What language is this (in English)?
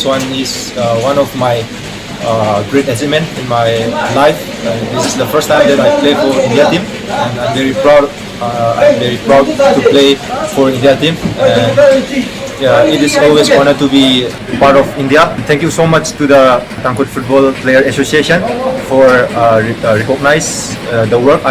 Tangkhul Naga (India)